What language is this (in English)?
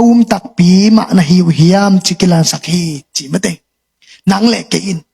Tedim Chin